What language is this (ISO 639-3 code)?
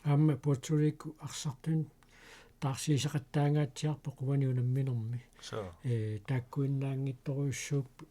kal